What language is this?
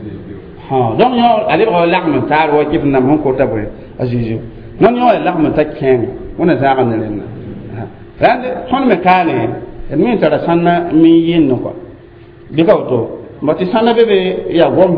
Mossi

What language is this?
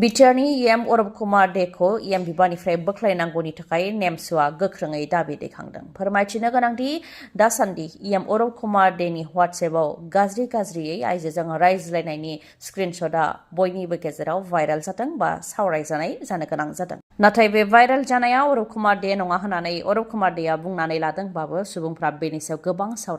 Bodo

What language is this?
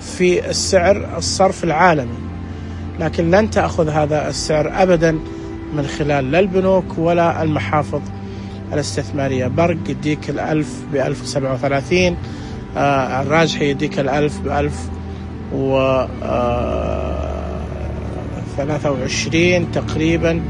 Najdi Arabic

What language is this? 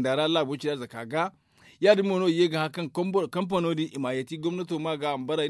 Zarma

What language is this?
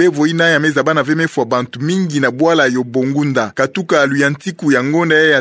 Kituba (Democratic Republic of Congo)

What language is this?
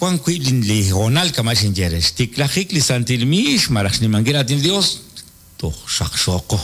Kekchí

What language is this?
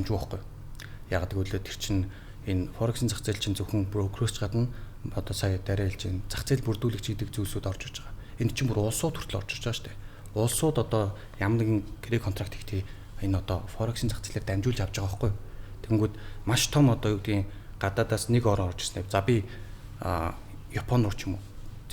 Mongolian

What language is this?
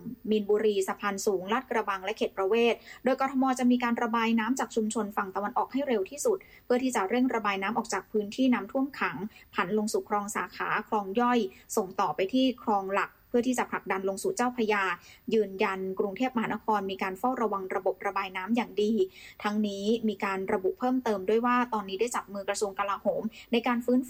Thai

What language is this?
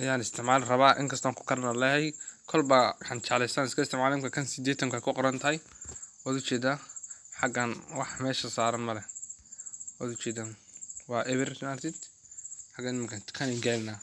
Somali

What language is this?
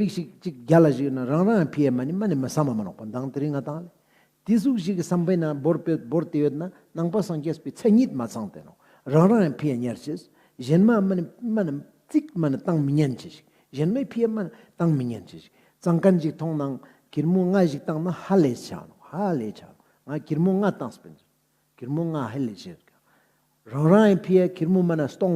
Ladakhi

